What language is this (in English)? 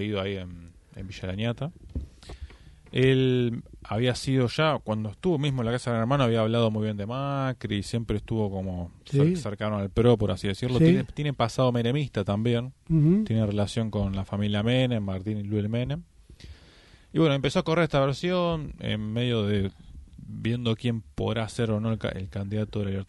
Spanish